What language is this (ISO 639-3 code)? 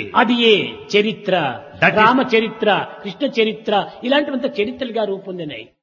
tel